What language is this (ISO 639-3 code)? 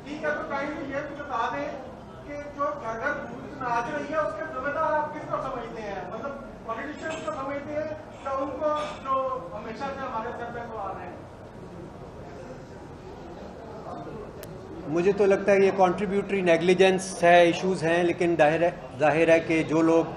urd